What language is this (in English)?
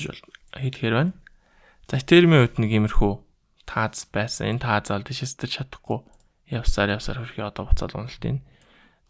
Mongolian